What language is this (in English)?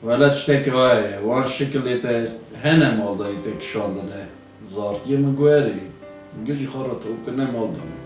Kurdish